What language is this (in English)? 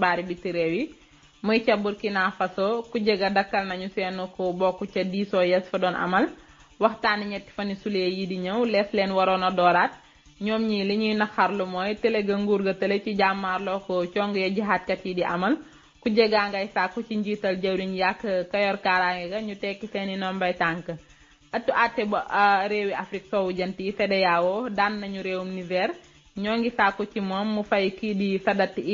Wolof